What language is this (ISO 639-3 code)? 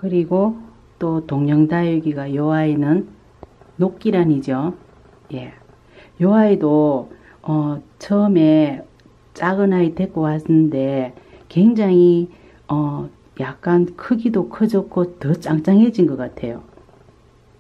kor